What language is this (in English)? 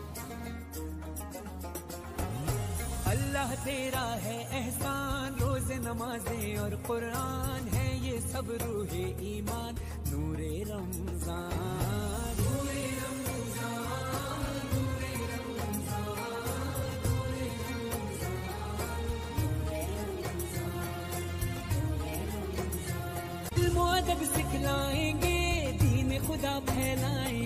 Urdu